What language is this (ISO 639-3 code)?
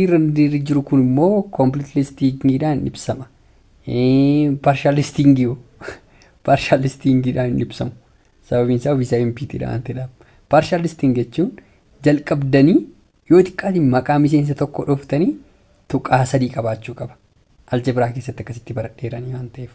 orm